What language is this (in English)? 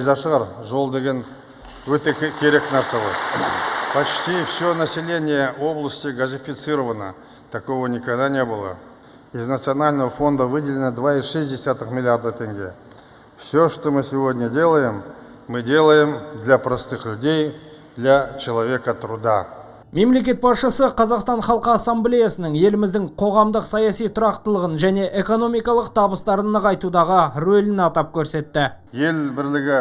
Kazakh